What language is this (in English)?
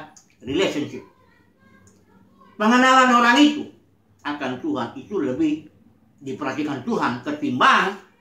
Indonesian